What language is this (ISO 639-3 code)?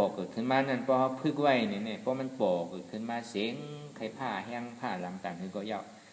shn